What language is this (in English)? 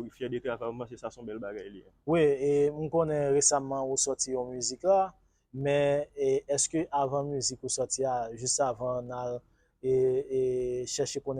Haitian Creole